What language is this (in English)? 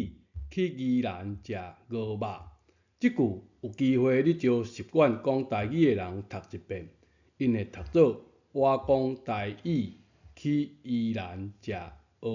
Min Nan Chinese